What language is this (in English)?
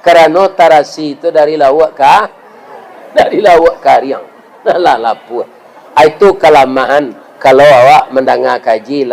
Minangkabau